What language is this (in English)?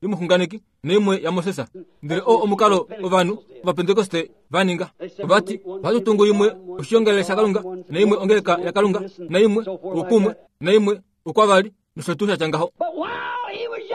Kuanyama